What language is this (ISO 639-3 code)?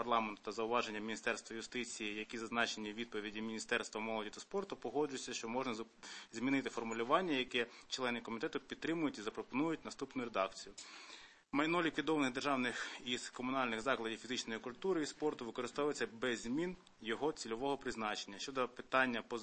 ukr